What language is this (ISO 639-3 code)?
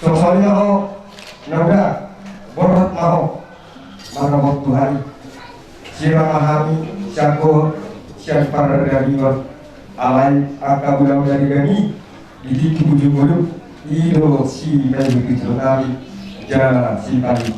bbc